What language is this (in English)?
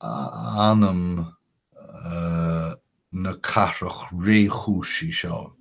Irish